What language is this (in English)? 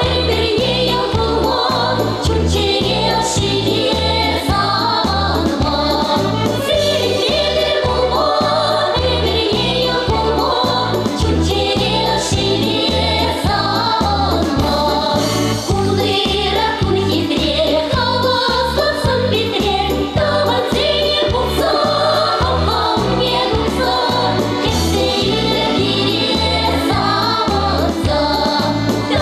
Chuvash